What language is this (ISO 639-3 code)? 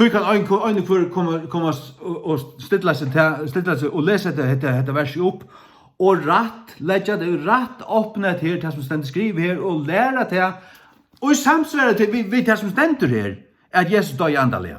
fao